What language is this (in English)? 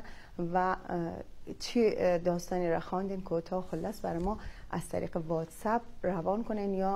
Persian